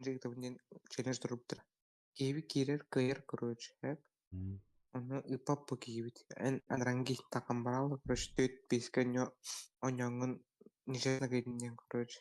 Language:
Yakut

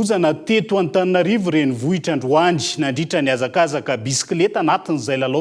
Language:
Malagasy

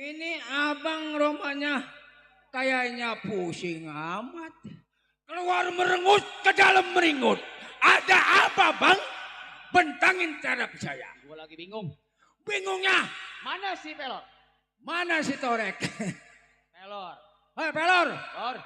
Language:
Betawi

